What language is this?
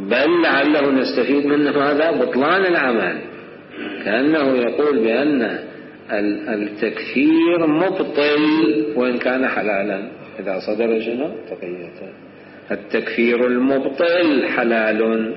Mesopotamian Arabic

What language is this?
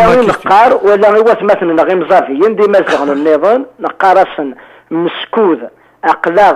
Kabyle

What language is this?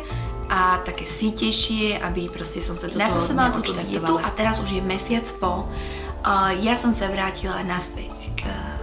Slovak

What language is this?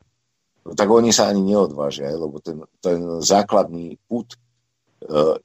Slovak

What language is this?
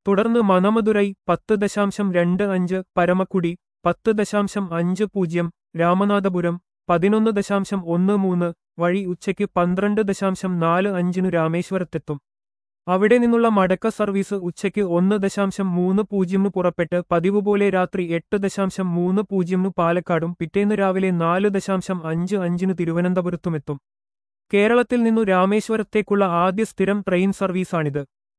Malayalam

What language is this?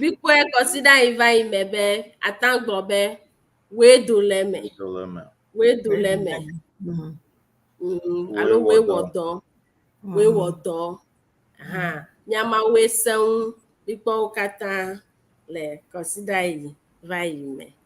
Ewe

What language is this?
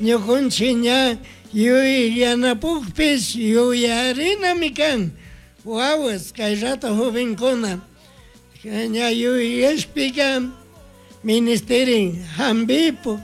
Chimborazo Highland Quichua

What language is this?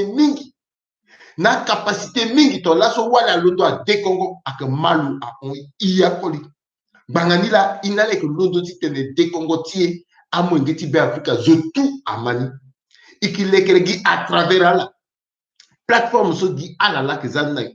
Sango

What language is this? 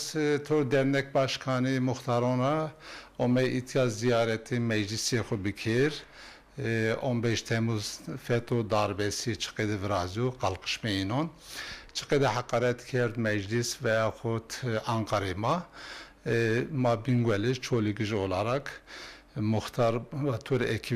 Zaza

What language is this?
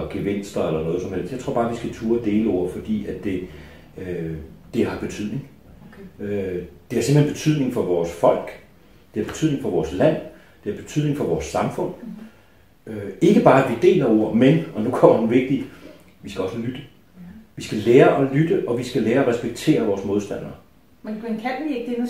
Danish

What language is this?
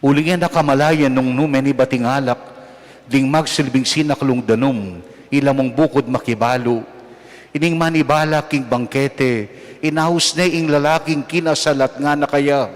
Pampanga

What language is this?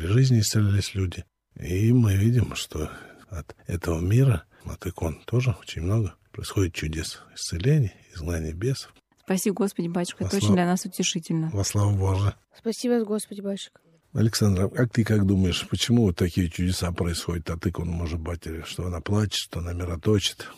Russian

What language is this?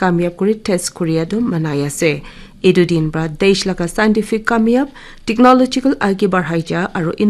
Naga Pidgin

